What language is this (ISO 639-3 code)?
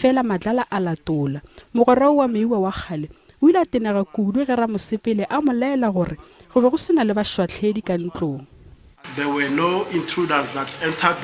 nso